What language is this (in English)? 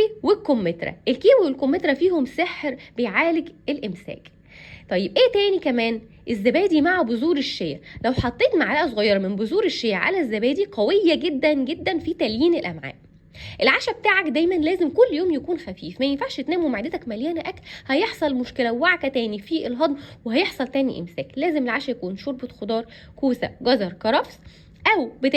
Egyptian Arabic